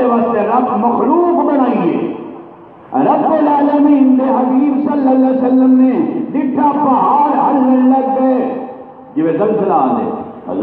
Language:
Saraiki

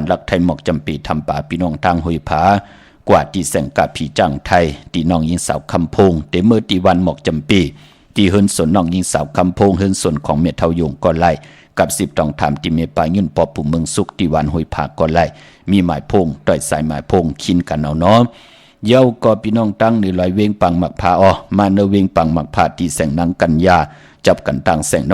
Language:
Shan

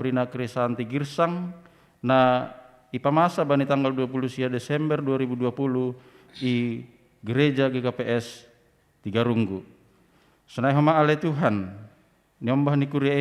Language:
Batak Simalungun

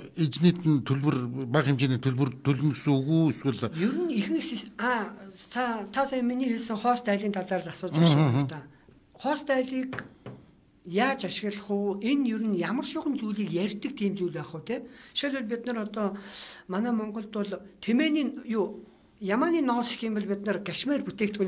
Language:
Mongolian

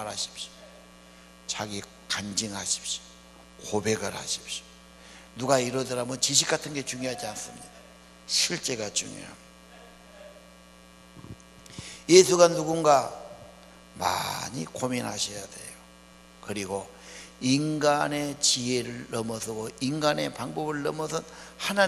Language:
Korean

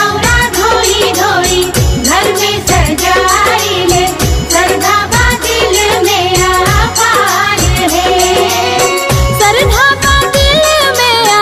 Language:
Bhojpuri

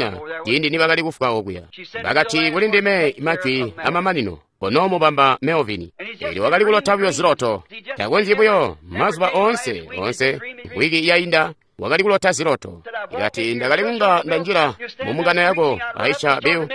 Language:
Tonga (Zambia)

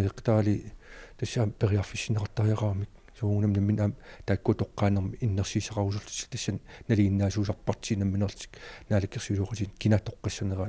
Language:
Kalaallisut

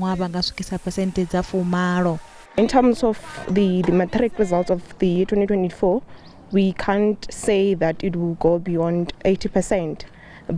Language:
Venda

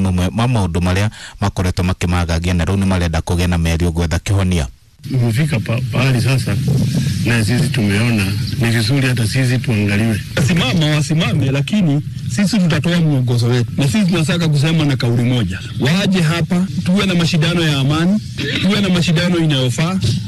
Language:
Kikuyu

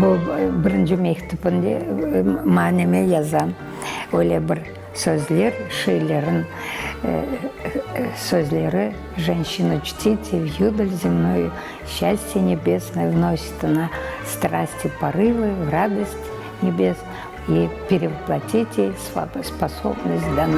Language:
Crimean Tatar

